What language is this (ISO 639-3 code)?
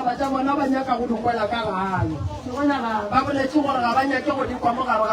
nso